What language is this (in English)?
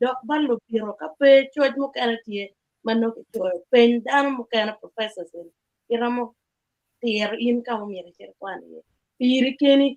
Acoli